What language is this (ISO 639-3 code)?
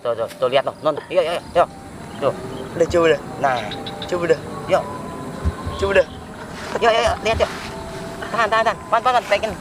bew